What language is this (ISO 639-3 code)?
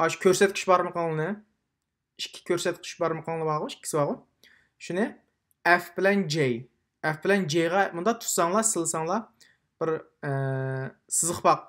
uig